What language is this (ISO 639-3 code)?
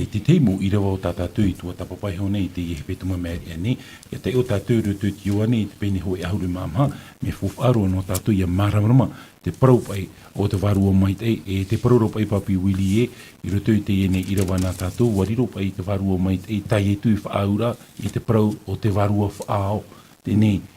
tah